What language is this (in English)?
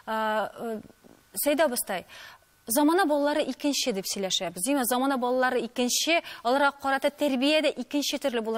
Tatar